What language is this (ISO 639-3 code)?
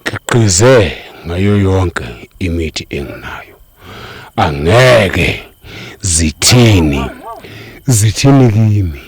zul